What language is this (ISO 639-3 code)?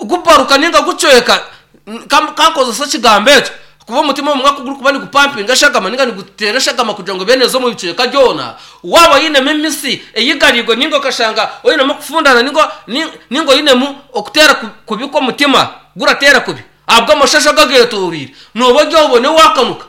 nyn